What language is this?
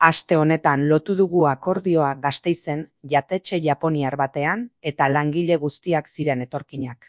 Basque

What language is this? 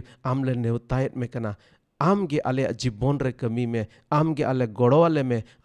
Santali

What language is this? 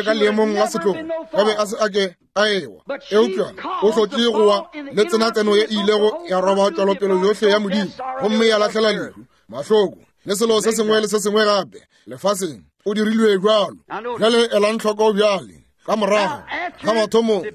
Northern Sotho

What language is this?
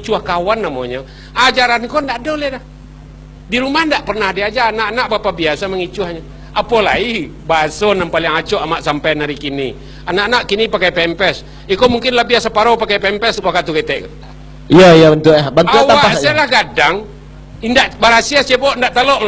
Minangkabau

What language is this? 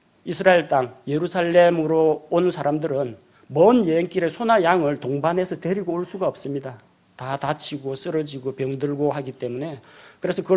Korean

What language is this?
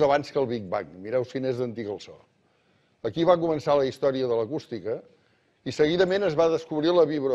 Catalan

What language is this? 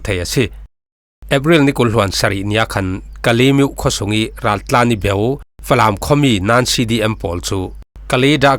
Falam Chin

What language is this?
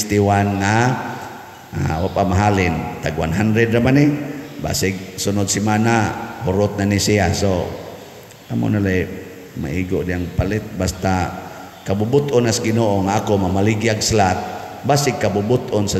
Cebuano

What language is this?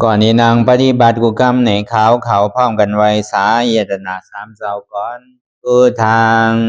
Shan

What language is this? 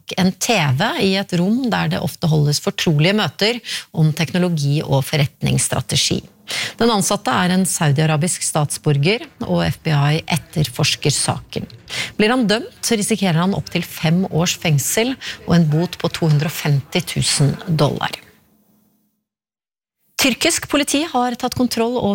Norwegian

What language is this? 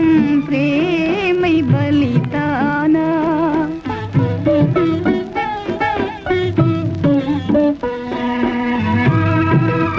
Tamil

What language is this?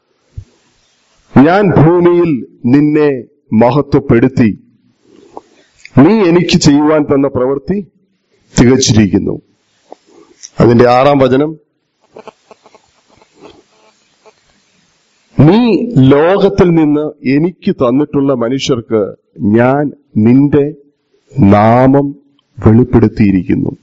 Malayalam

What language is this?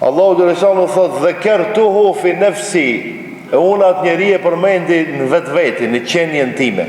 Albanian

